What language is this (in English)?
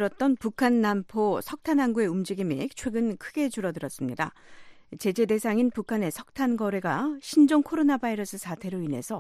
Korean